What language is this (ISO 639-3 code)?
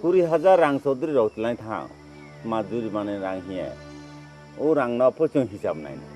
trp